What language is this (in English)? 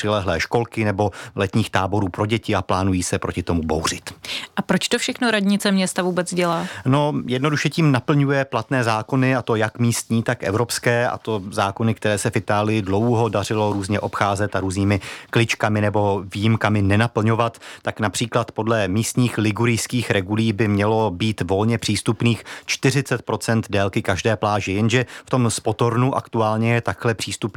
Czech